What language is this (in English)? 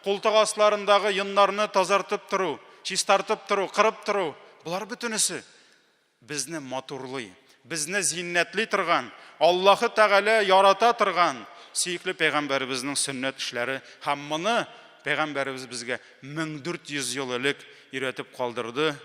Tatar